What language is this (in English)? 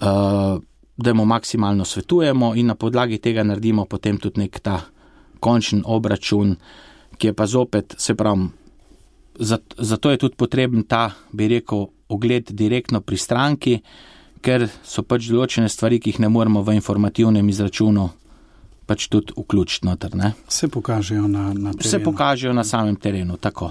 Slovenian